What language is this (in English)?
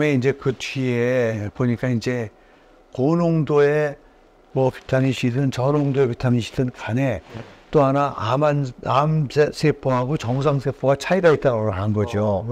Korean